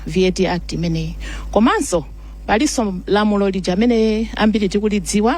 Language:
Nyanja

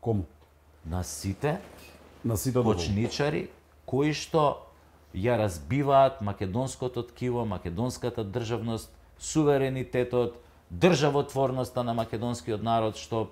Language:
Macedonian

